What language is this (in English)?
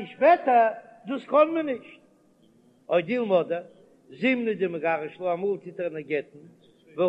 Yiddish